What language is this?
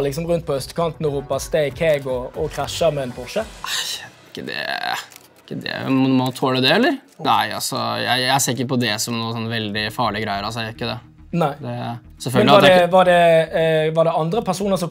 Norwegian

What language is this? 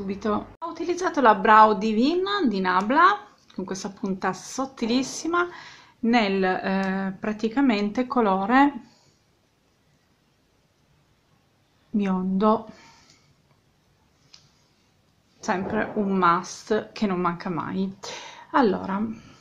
Italian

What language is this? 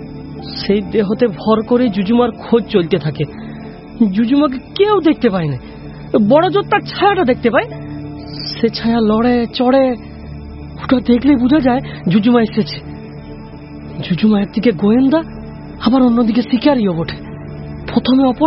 Bangla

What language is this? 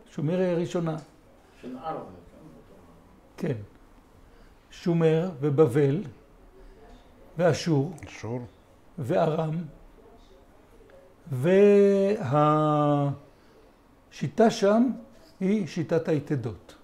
Hebrew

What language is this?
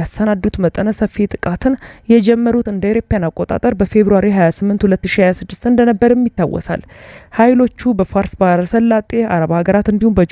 Amharic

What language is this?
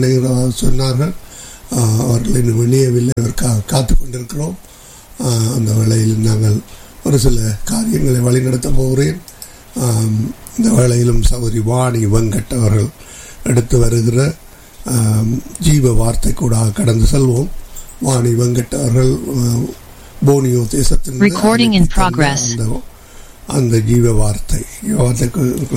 Tamil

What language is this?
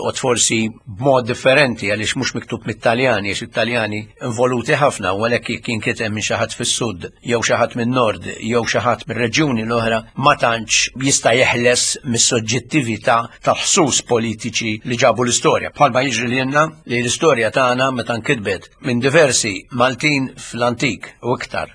Maltese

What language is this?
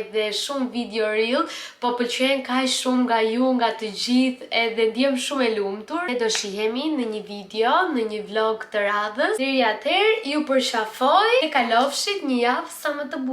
Albanian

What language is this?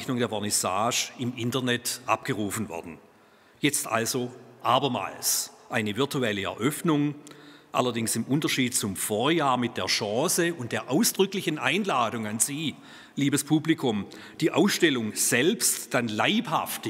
German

